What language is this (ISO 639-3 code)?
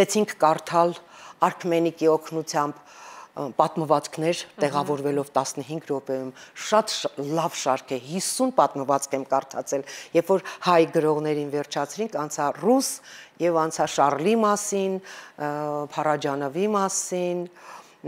hye